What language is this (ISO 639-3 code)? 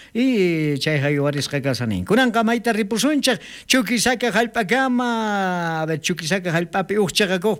quh